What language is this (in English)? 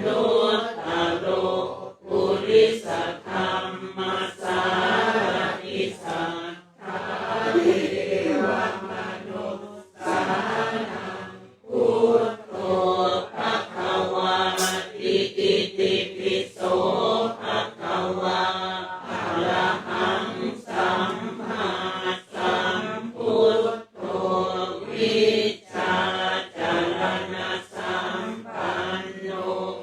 Pali